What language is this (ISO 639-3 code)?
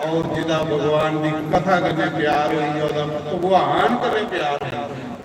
doi